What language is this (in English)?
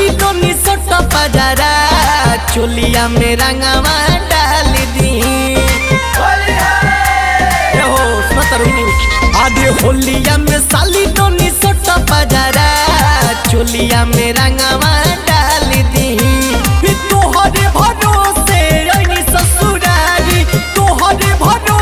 Bhojpuri